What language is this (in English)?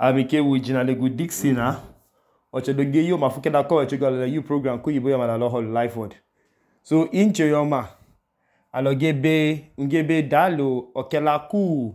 Idoma